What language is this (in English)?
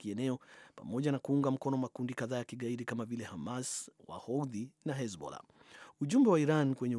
Swahili